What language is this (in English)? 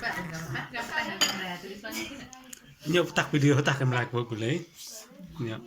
Mon